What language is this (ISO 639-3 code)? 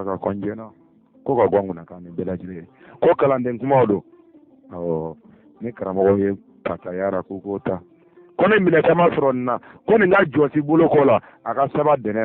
bam